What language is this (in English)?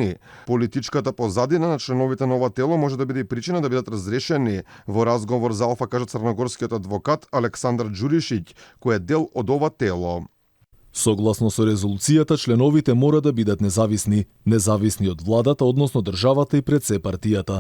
Macedonian